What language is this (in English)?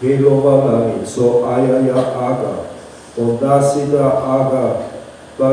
Nias